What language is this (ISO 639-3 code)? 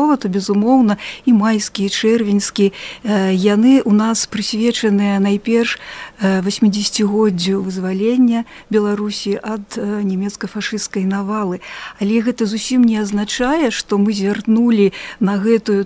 bel